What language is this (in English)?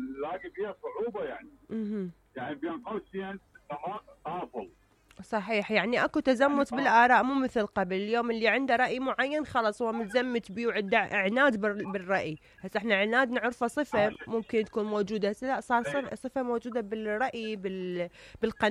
Mesopotamian Arabic